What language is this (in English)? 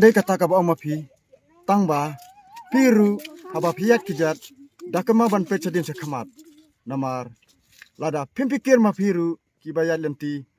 Khasi